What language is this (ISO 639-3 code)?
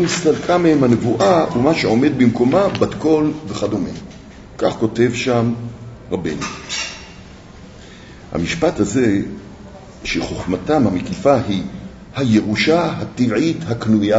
heb